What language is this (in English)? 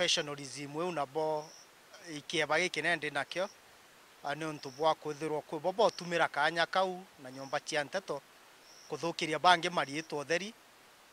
Meru